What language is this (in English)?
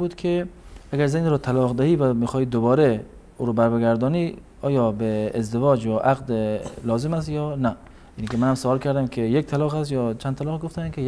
Persian